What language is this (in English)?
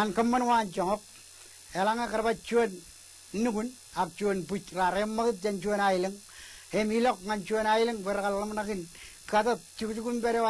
Marshallese